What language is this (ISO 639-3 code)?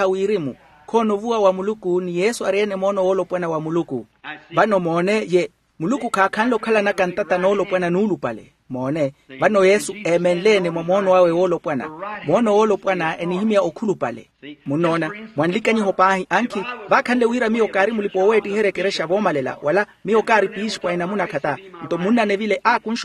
vmw